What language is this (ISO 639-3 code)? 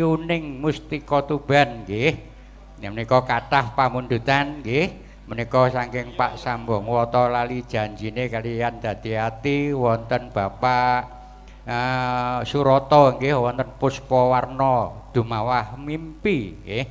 jav